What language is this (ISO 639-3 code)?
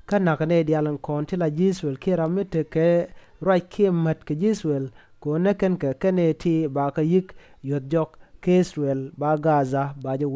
nus